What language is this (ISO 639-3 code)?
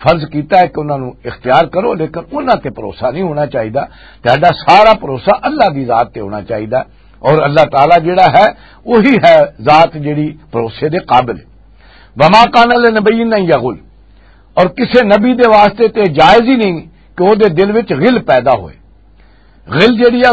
lah